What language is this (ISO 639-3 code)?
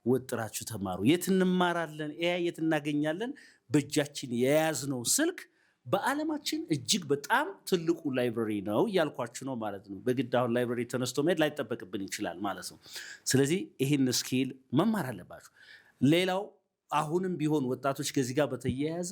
amh